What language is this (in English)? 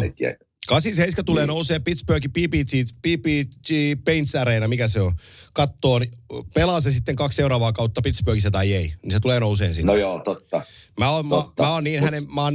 Finnish